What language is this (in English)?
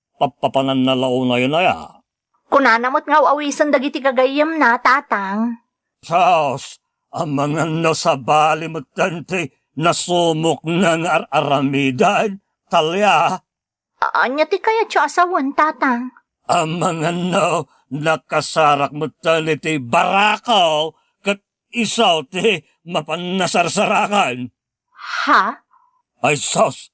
Iloko